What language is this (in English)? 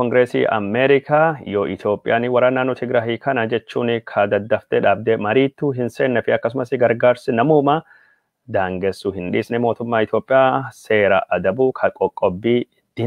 Oromo